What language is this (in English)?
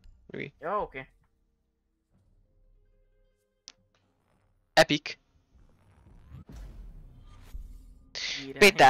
Hungarian